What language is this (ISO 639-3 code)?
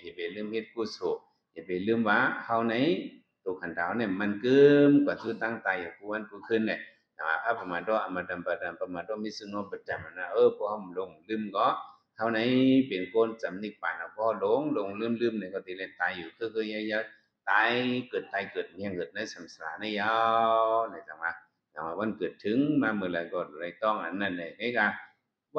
shn